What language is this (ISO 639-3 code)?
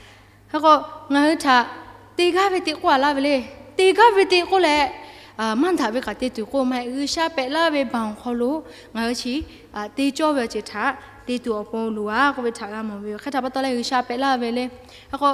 lhu